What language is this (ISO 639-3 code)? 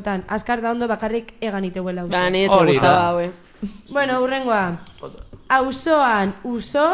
eus